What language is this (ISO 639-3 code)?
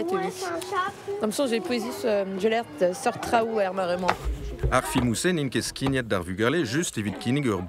bre